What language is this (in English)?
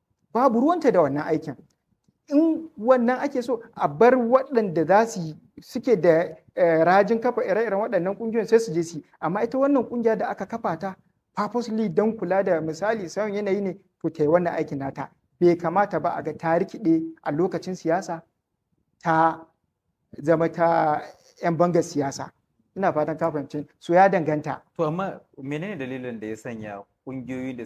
Hausa